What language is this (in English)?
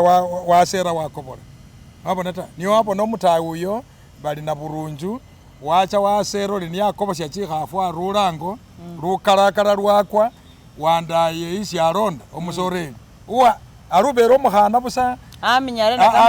Masaaba